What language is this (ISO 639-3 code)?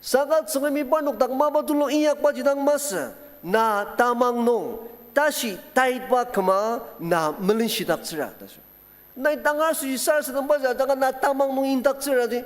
njo